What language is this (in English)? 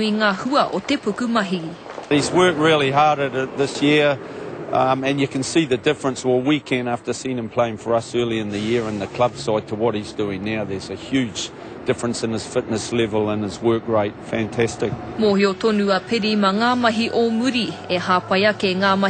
Māori